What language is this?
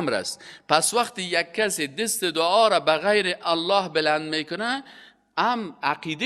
Persian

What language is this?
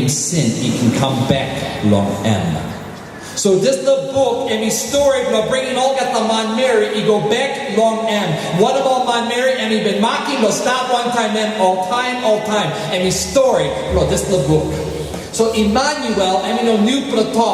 Tok Pisin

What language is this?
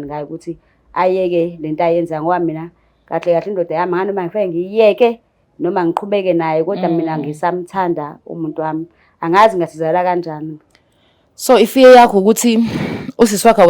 Zulu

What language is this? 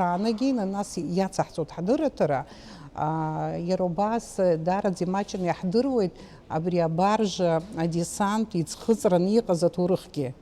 Abkhazian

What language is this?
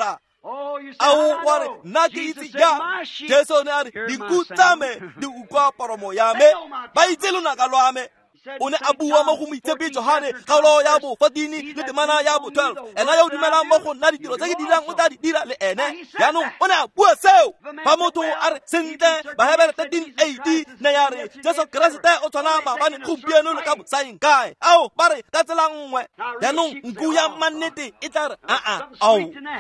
Tswana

